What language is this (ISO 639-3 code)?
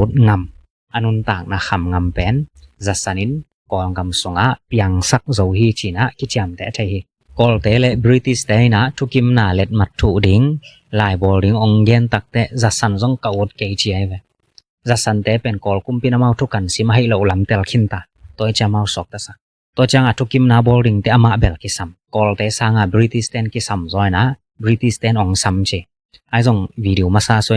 ctd